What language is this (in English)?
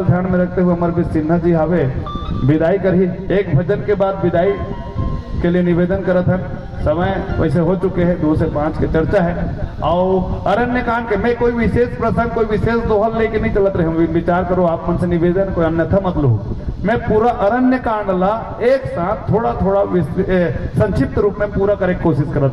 Chhattisgarhi